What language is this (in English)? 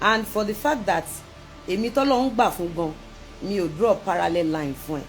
Yoruba